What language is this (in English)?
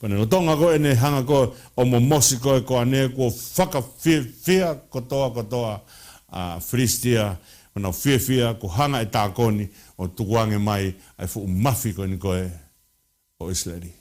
Tongan